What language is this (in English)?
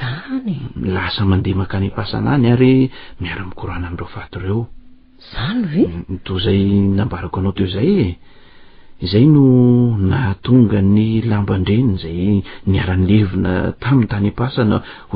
Malagasy